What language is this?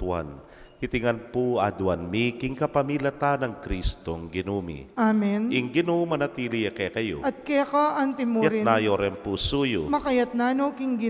Pampanga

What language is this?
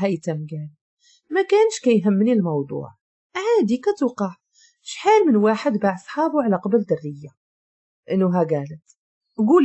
Moroccan Arabic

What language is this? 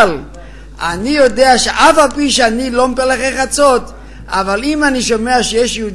Hebrew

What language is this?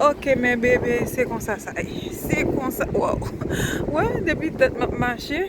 Haitian Creole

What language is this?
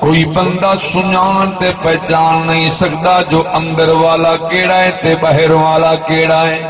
Saraiki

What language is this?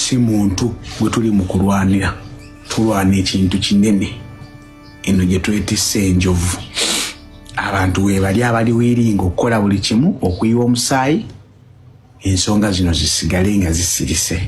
Ganda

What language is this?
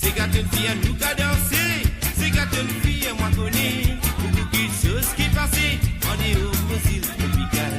Morisyen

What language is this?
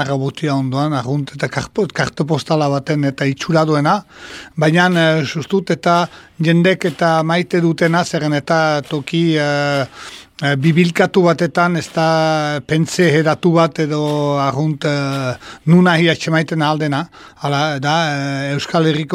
Basque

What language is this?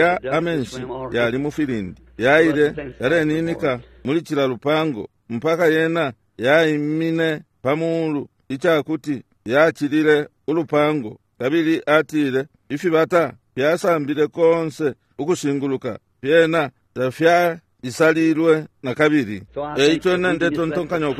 Bemba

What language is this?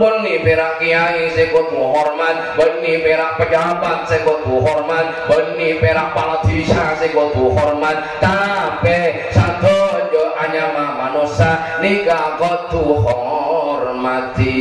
Madurese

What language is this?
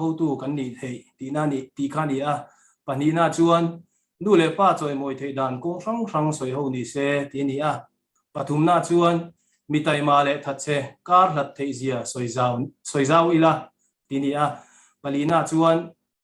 Mizo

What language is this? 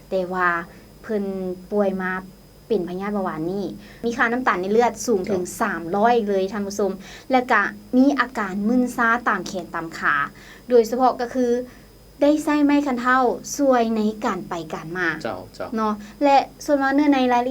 Lao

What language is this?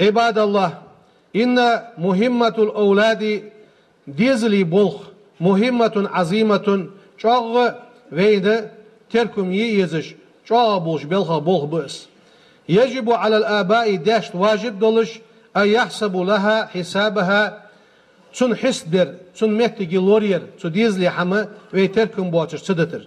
Ingush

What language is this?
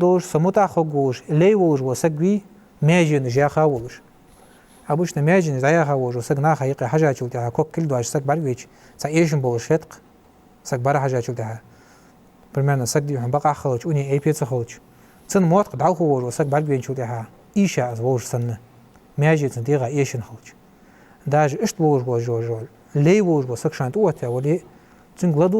Ingush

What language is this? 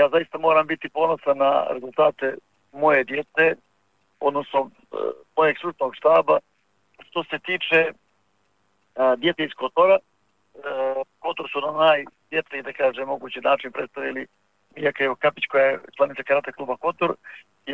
Serbian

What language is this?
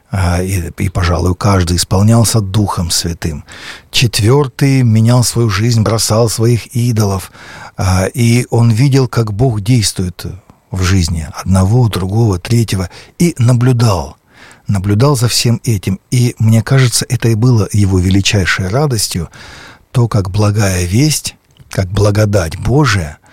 Russian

